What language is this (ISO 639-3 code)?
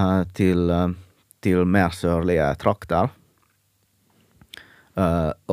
nor